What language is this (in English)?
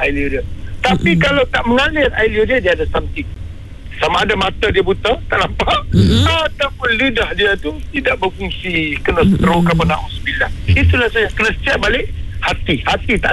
Malay